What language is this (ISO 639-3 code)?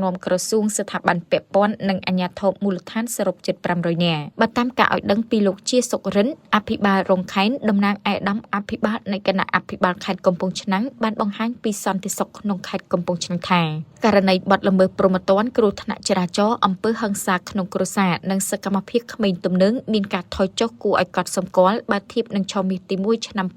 khm